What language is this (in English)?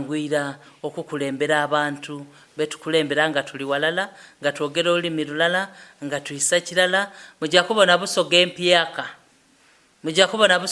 Soga